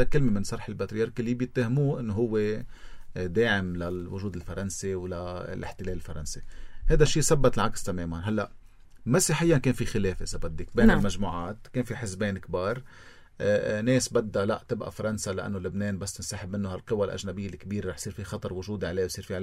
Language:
North Levantine Arabic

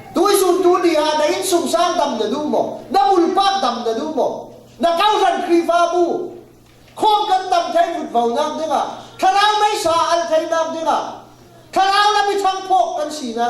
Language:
Falam Chin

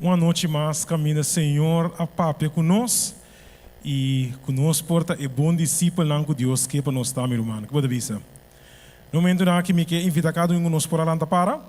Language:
Papiamento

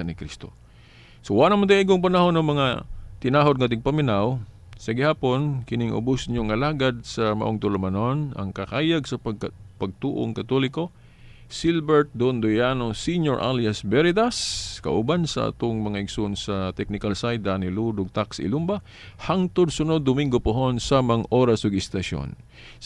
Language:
Cebuano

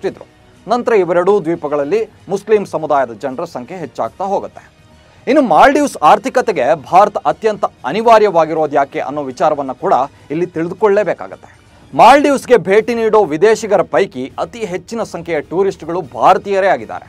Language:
Kannada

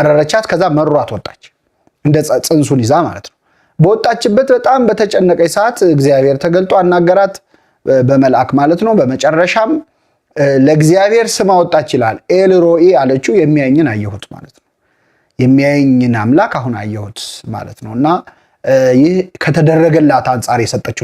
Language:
Amharic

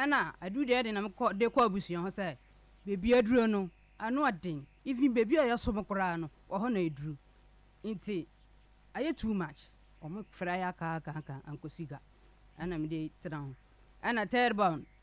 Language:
Akan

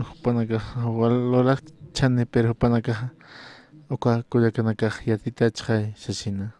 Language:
Aymara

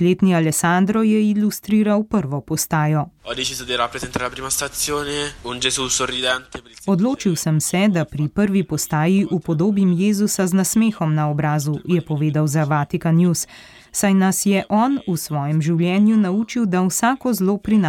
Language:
Slovenian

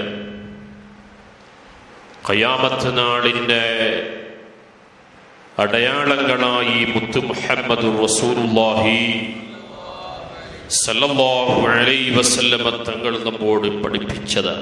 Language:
Malayalam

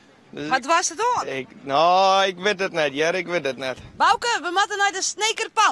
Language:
Western Frisian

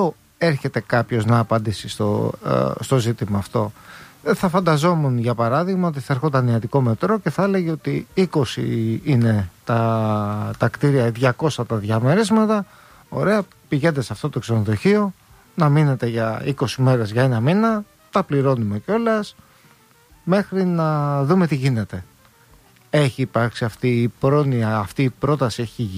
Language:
Greek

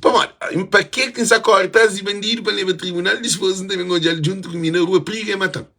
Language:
Kabuverdianu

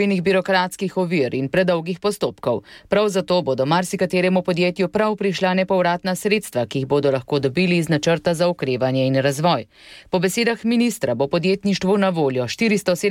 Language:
Slovenian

